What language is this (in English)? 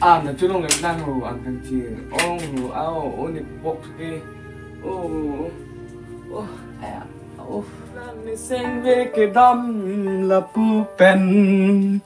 Karbi